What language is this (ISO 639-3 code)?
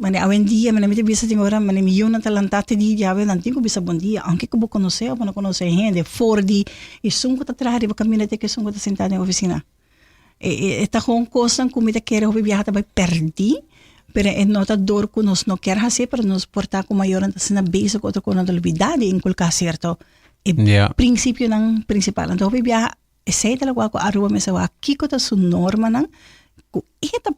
pap